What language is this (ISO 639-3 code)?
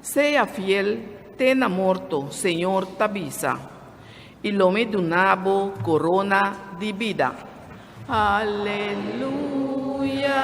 pap